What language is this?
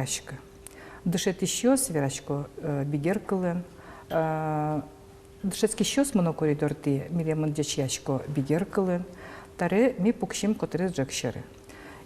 Udmurt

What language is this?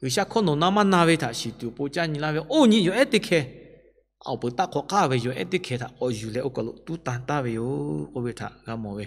Lahu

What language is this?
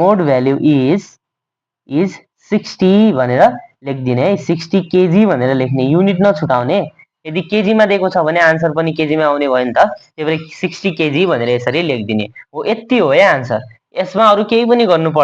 Nepali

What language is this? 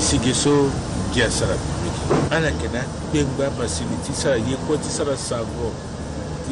Sango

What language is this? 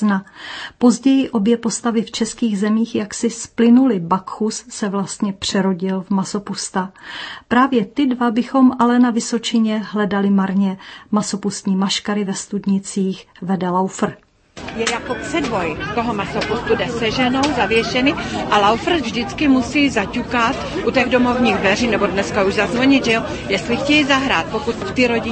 Czech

